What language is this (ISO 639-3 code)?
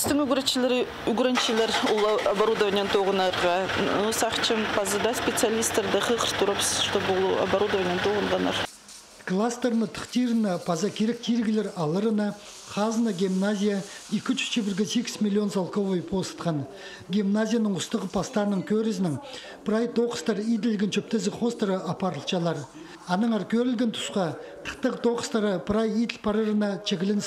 kjh